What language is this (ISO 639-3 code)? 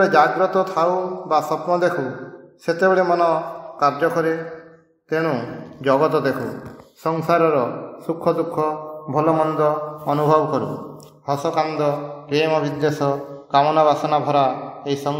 ori